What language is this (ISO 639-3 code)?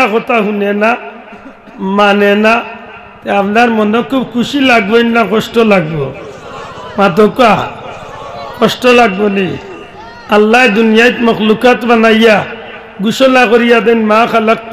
syl